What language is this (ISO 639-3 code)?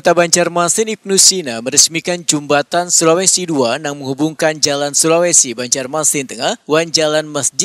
bjn